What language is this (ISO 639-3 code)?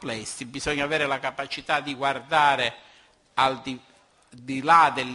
ita